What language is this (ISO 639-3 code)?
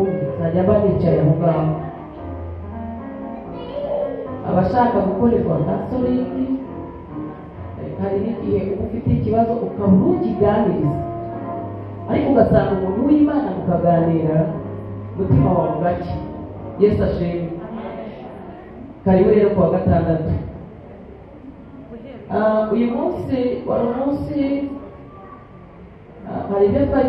kin